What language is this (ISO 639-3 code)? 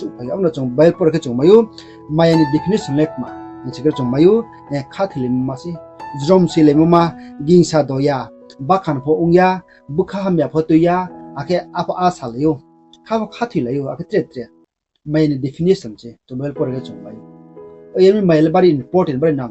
ria